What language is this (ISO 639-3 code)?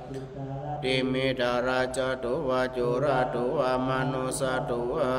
pli